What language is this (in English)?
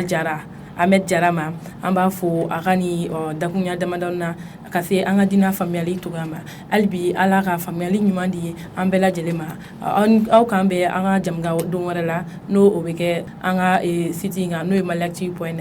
Bambara